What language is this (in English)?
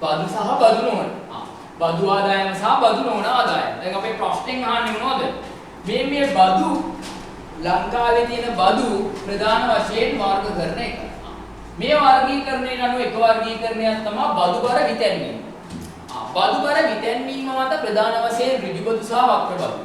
Sinhala